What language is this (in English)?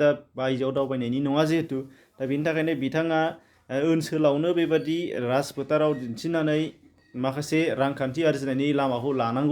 Bodo